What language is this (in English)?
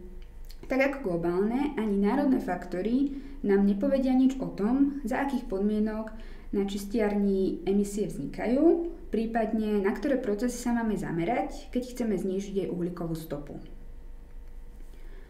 Slovak